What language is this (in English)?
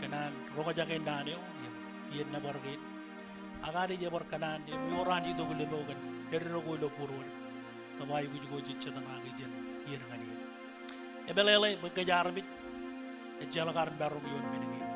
Marshallese